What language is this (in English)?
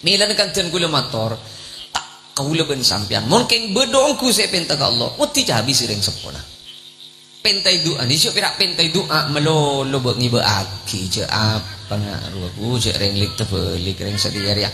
Madurese